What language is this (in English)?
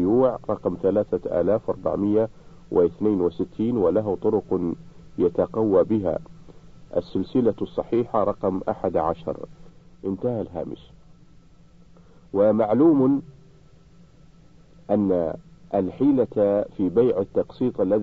Arabic